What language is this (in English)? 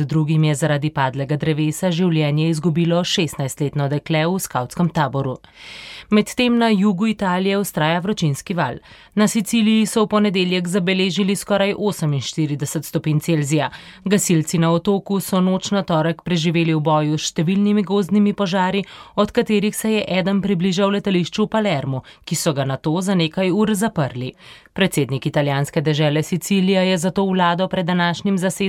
Slovenian